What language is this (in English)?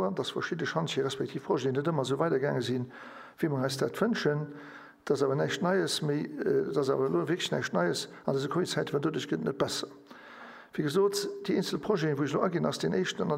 Luxembourgish